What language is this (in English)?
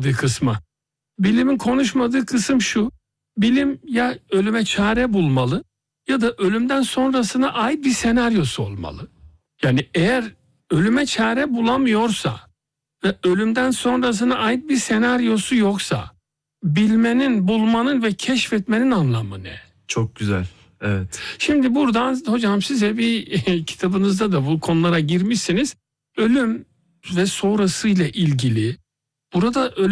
Turkish